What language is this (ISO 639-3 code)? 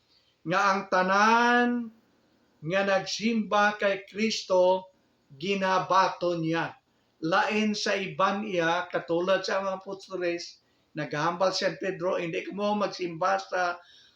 hil